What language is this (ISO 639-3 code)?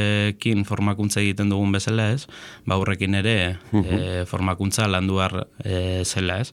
eus